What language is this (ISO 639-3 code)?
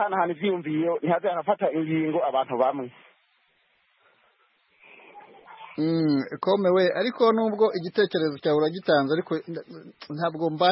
kin